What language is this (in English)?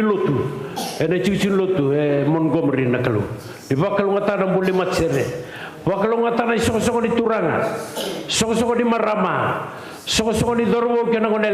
Fijian